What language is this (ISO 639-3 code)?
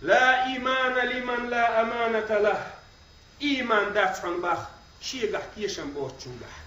che